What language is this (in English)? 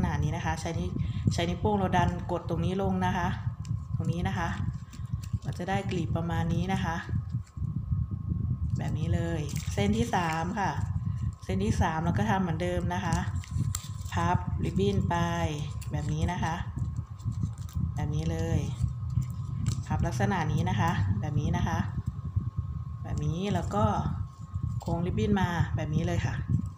Thai